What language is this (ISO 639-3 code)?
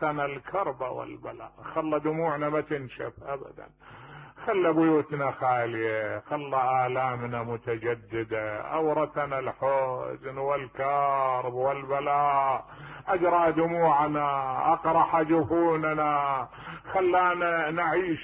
acm